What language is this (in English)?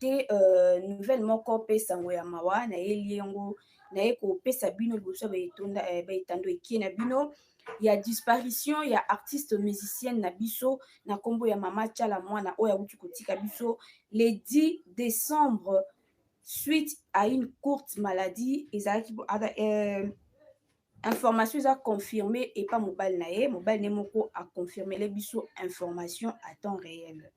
Lingala